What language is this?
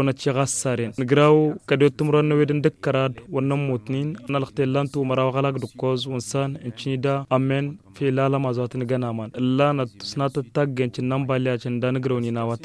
Tamasheq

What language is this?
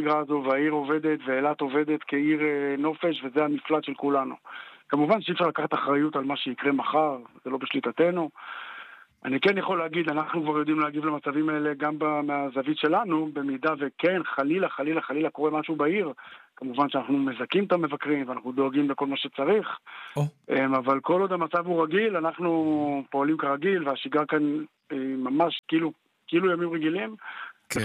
Hebrew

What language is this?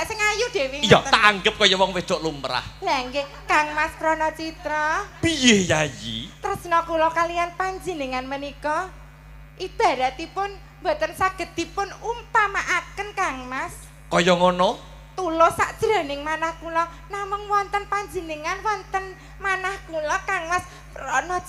Javanese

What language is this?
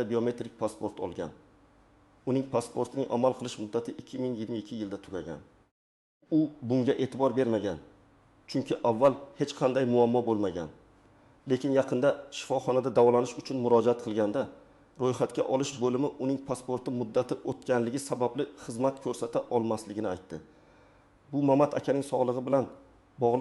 Uzbek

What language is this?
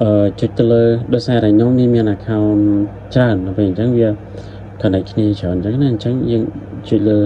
Khmer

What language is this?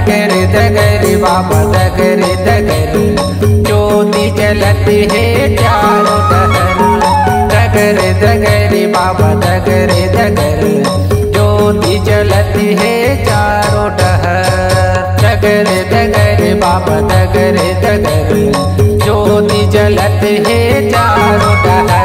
Chhattisgarhi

